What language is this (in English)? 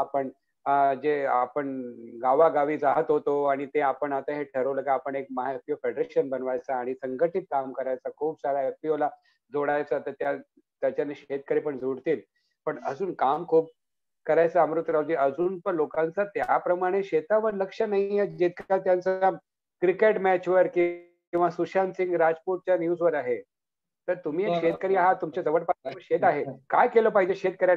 Marathi